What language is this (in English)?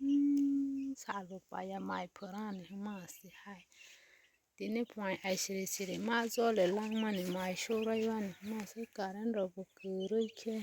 Kok Borok